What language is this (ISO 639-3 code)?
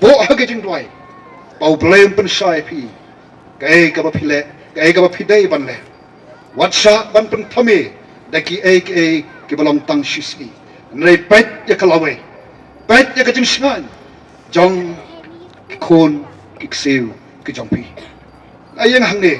kha